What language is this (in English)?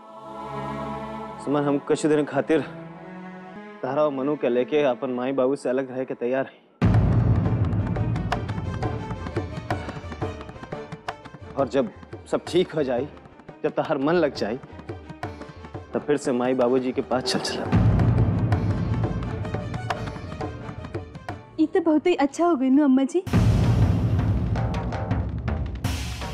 Bhojpuri